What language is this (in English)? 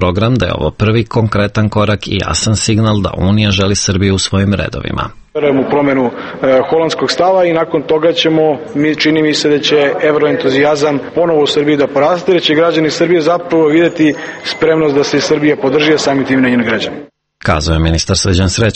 Serbian